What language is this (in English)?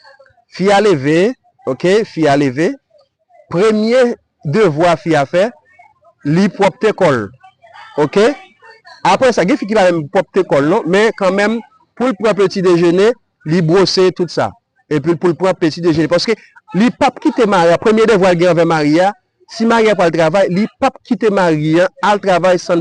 Haitian Creole